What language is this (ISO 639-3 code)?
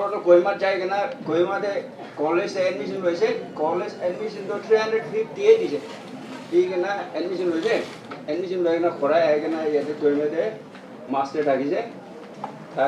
nag